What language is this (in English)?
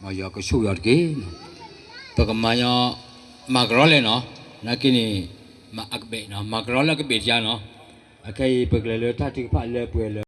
S'gaw Karen